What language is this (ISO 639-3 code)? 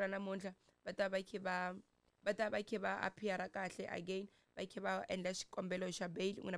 tso